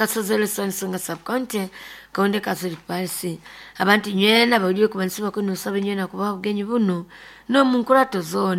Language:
Nyoro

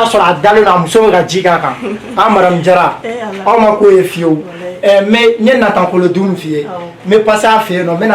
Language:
Bambara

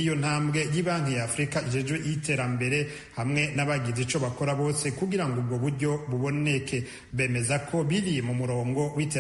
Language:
Rundi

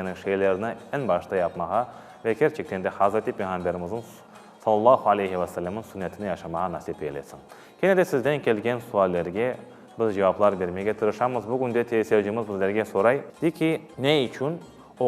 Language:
Crimean Tatar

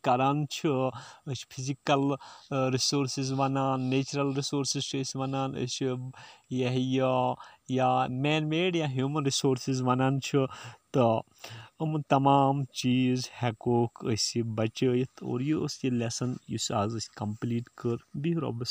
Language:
Kashmiri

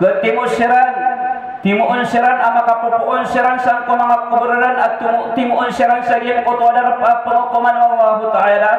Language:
Maranao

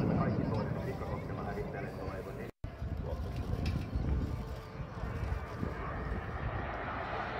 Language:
Finnish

